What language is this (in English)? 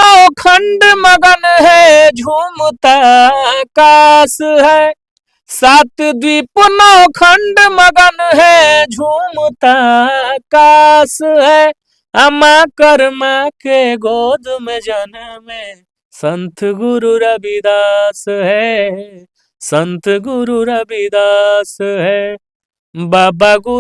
Bhojpuri